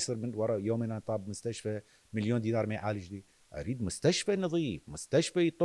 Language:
Mesopotamian Arabic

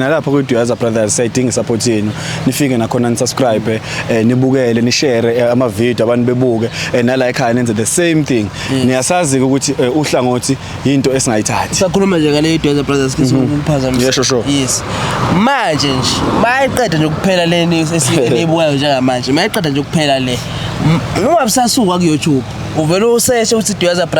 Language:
Zulu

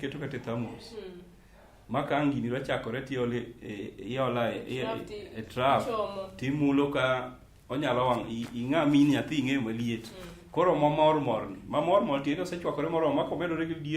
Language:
Luo (Kenya and Tanzania)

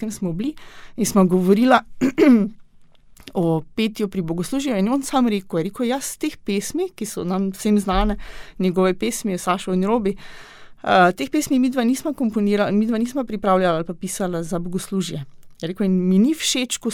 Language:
Slovenian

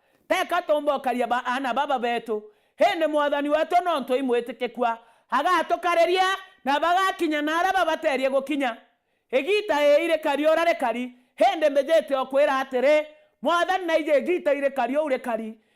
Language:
Meru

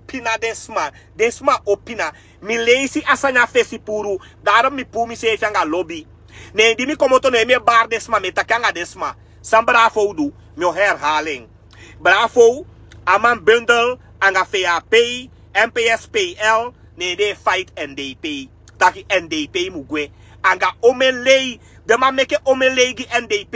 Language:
Sranan Tongo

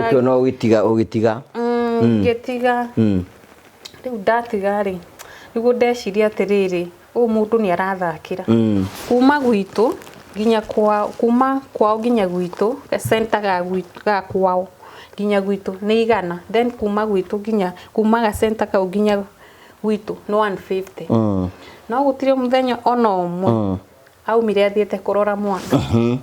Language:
Kikuyu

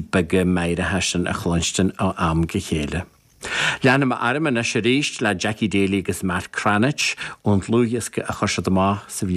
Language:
Irish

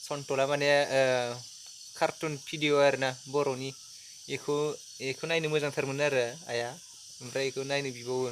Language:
Bodo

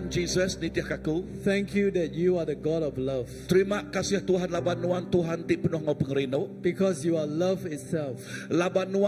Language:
Iban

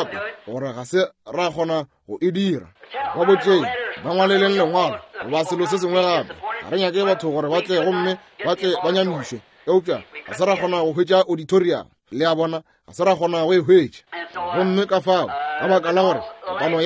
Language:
Northern Sotho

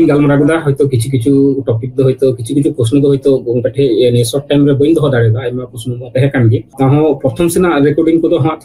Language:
Santali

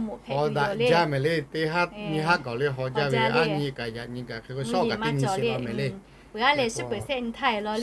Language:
Lahu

